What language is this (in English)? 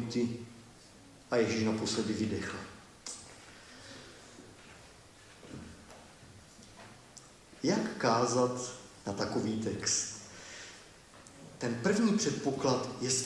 Czech